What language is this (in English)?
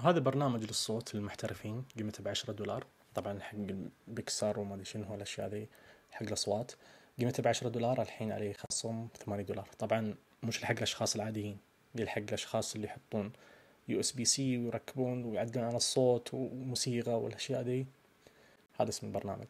Najdi Arabic